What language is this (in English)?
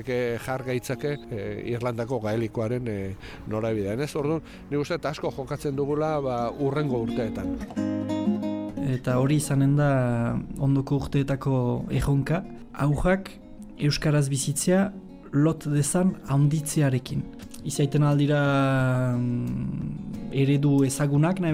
Basque